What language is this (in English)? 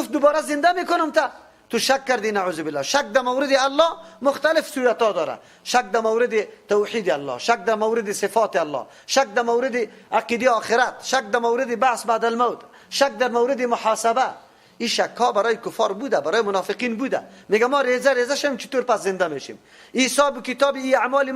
Persian